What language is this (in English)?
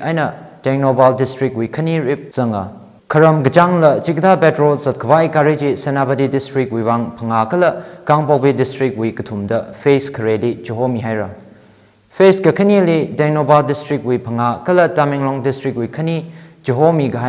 Tangkhul Naga (India)